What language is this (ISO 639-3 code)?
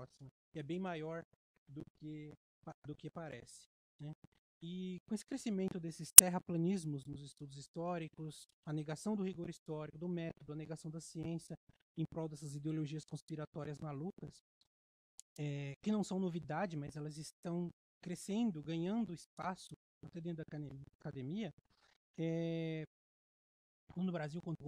por